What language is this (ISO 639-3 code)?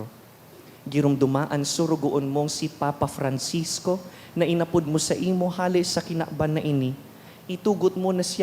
bik